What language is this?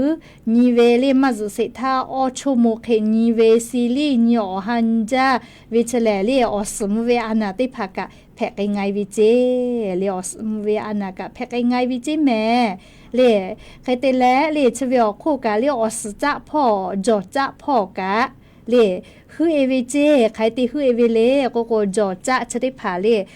Lahu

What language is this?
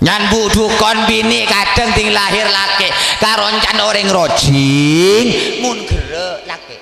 Madurese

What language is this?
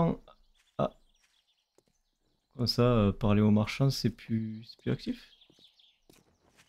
French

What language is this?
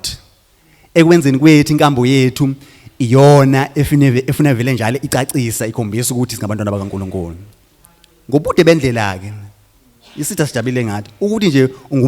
Zulu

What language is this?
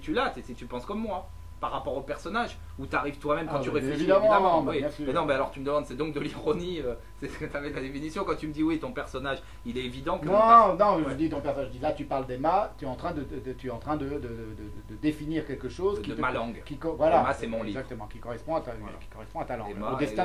French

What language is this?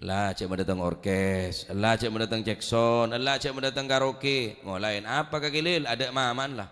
Madurese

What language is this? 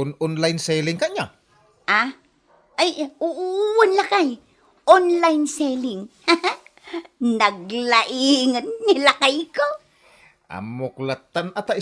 Iloko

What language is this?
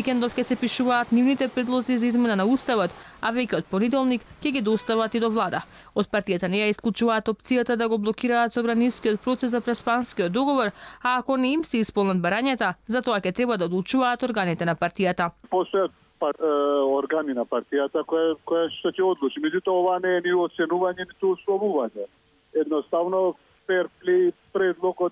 Macedonian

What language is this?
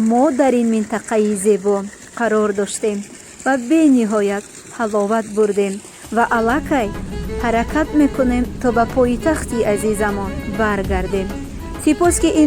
Tajik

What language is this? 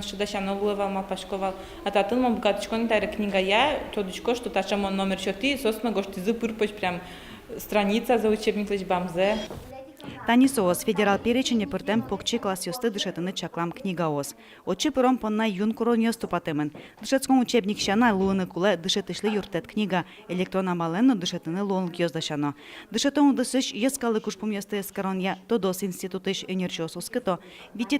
Udmurt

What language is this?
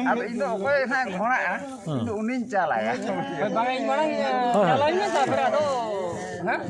Santali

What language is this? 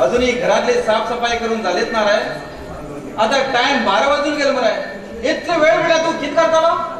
Konkani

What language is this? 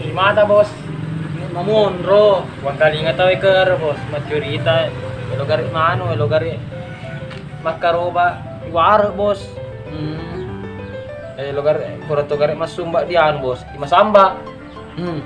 Buginese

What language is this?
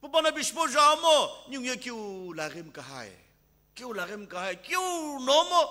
Sumi Naga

